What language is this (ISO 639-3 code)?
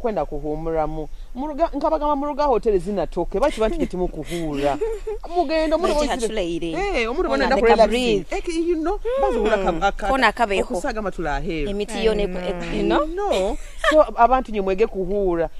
nyo